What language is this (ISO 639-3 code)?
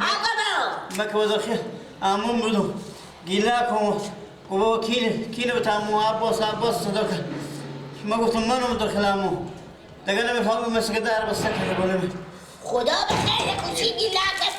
fas